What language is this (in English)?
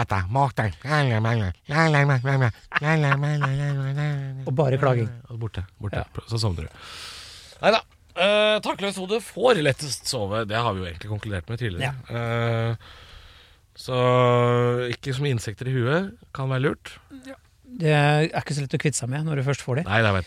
Norwegian